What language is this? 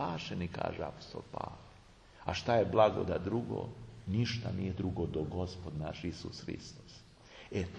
Serbian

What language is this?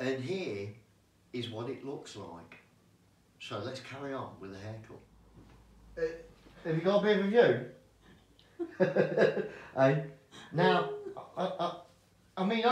English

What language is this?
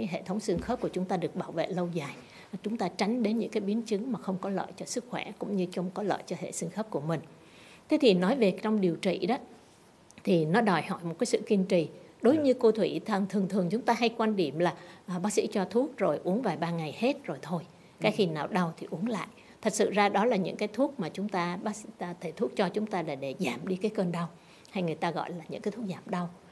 Vietnamese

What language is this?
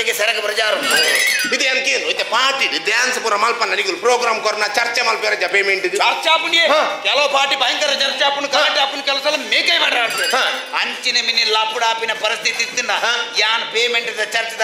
Tulu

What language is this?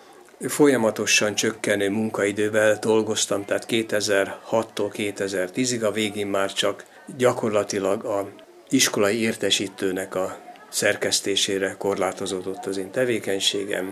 Hungarian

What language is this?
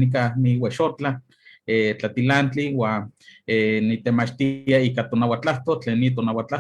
Eastern Huasteca Nahuatl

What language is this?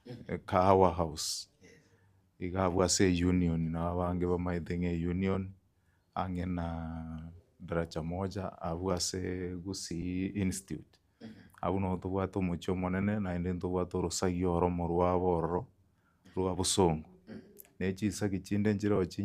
Gusii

